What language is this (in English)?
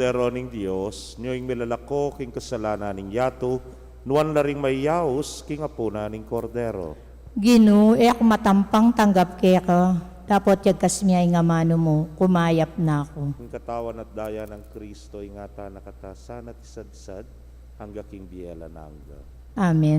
Pampanga